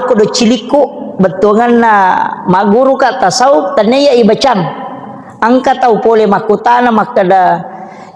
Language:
Buginese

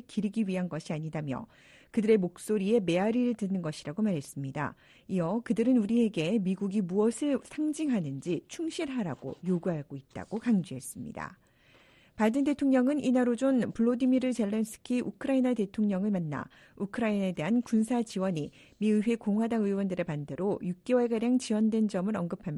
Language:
Korean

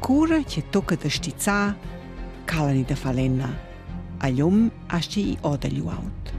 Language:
Romansh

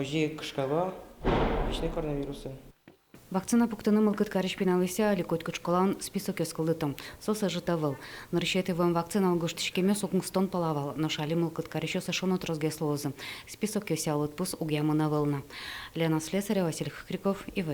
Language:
Udmurt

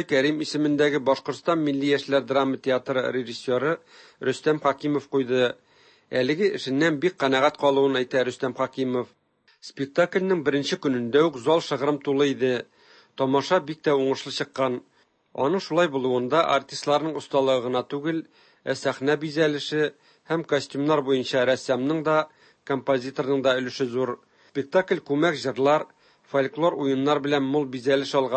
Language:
Tatar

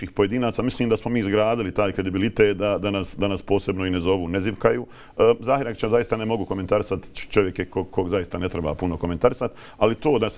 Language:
Bosnian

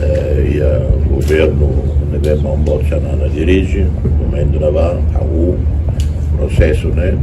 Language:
Tetum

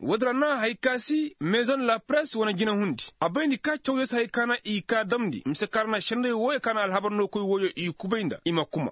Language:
Koyraboro Senni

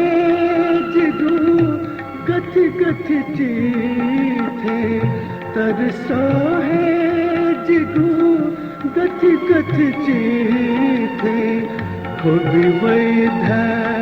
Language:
Newari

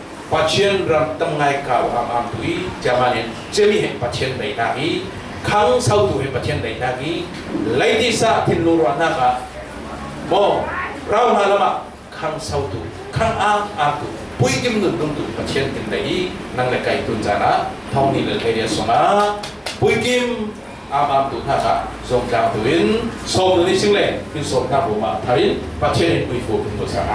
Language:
Falam Chin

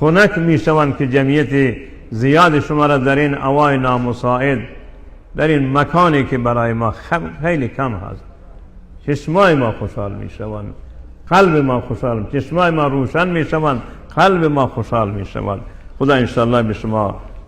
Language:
Persian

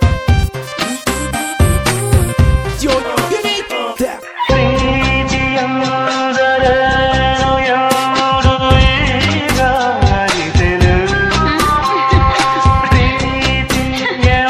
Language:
Kannada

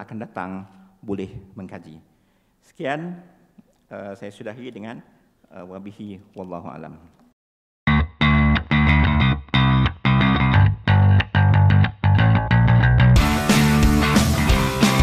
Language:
Malay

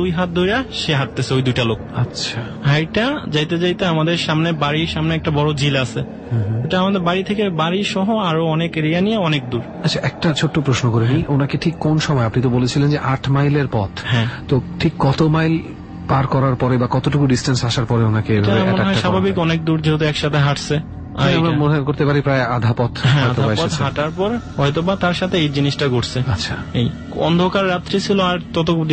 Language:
Bangla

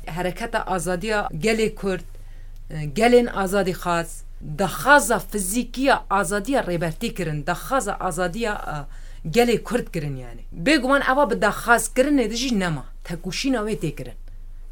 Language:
Kurdish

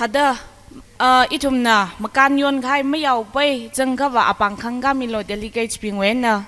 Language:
Tangkhul Naga (India)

